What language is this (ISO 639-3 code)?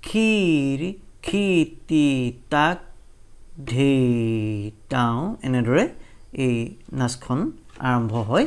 asm